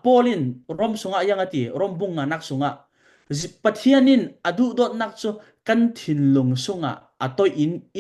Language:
Falam Chin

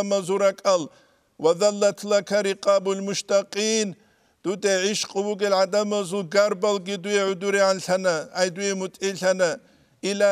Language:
Avaric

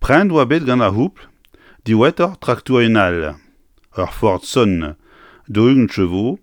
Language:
Breton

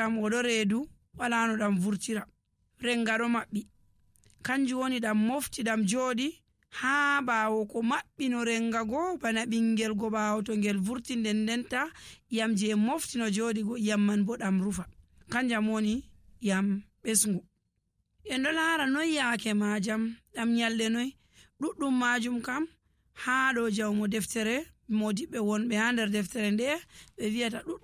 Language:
Nigerian Fulfulde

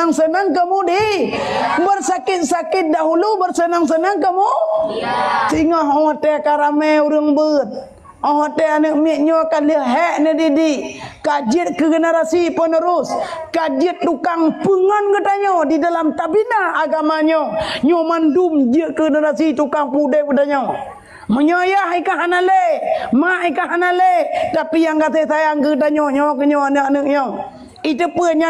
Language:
Achinese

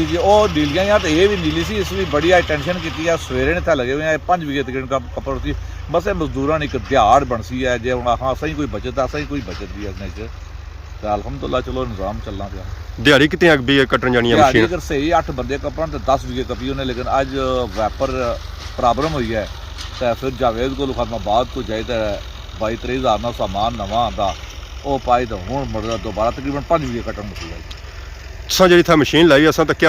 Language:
Pahari-Potwari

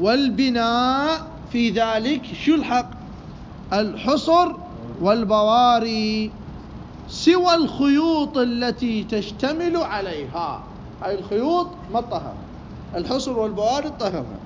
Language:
Mesopotamian Arabic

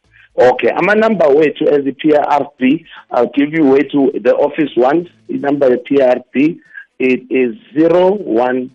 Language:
South Ndebele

